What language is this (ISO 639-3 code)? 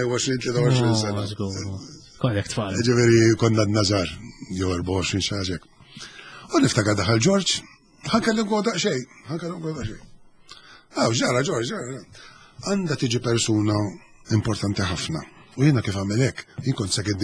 mlt